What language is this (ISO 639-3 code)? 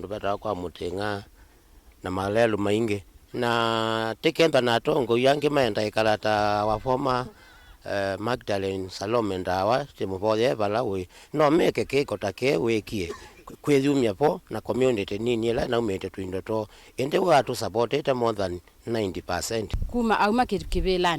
kam